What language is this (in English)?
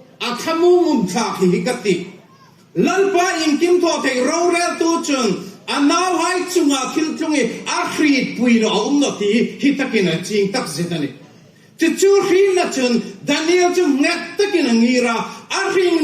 Hmar